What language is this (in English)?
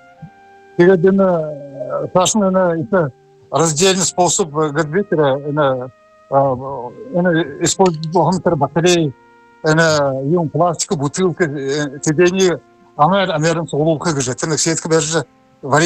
Buriat